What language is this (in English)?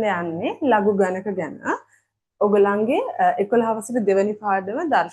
Sinhala